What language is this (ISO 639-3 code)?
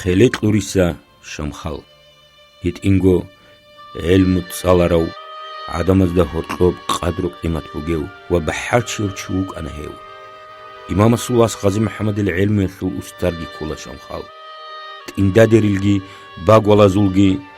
ava